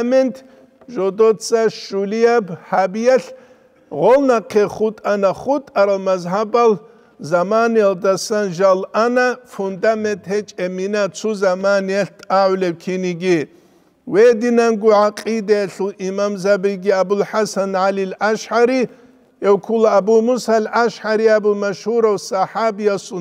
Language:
Avaric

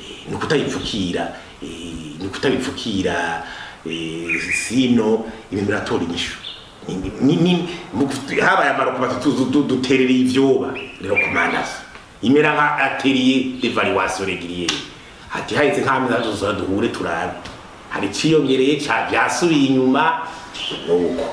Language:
Rundi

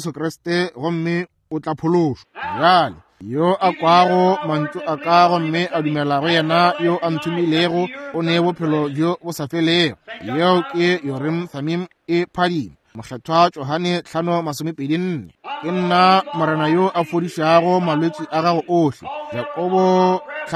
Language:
Northern Sotho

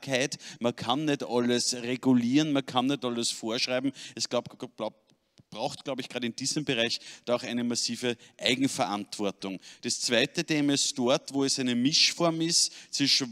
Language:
German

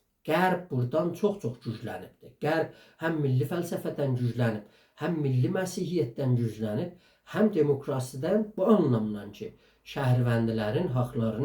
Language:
South Azerbaijani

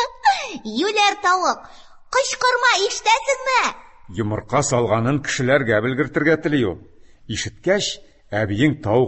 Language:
Tatar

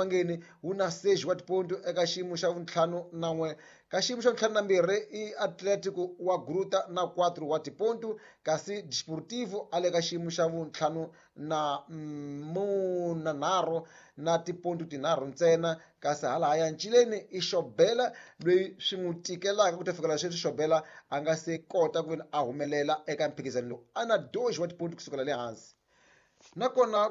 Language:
Tsonga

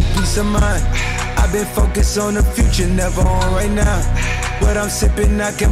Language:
English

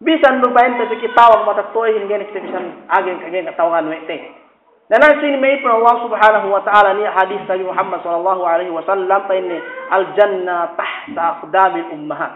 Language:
Yakan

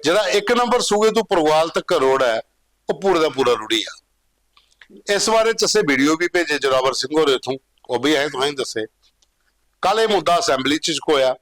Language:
Dogri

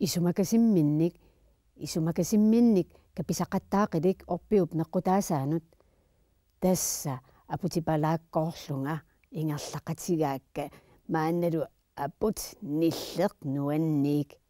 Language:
Kalaallisut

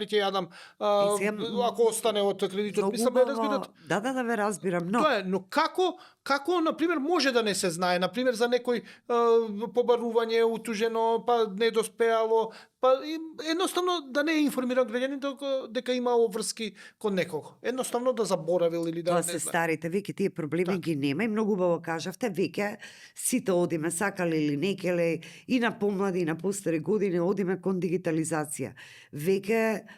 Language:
Macedonian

